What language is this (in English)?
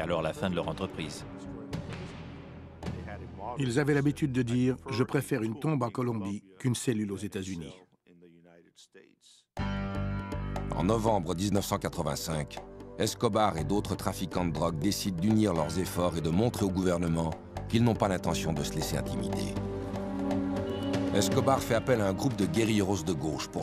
French